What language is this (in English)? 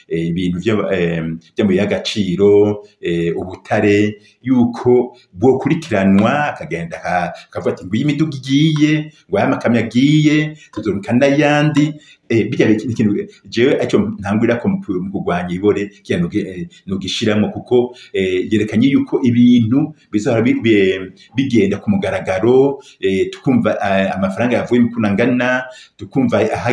Rundi